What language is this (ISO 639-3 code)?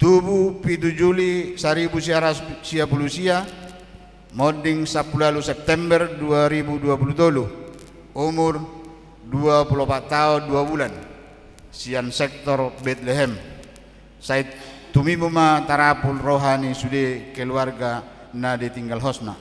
bbc